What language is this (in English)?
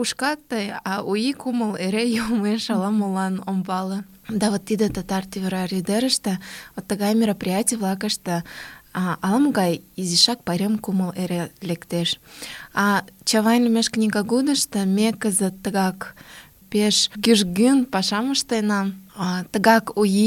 Mari